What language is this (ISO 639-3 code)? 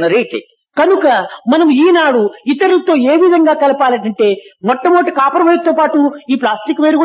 tel